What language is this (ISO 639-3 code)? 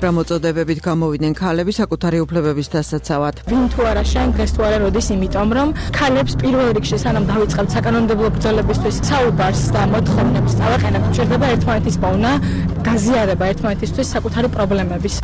kat